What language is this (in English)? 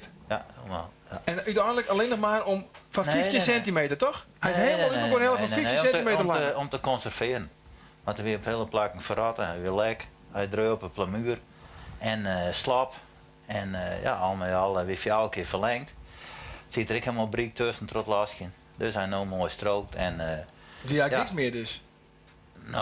Western Frisian